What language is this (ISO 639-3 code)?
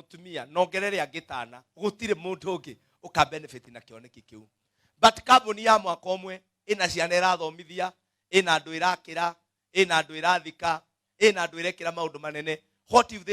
kik